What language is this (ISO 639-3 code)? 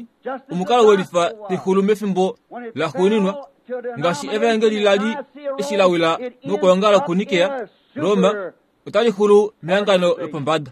kua